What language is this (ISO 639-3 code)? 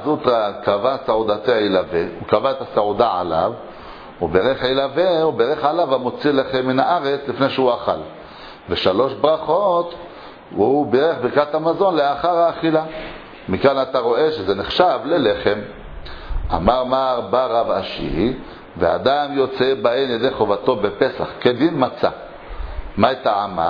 heb